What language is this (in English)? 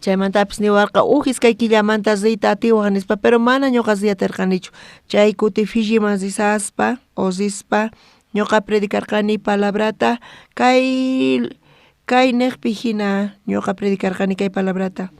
South Bolivian Quechua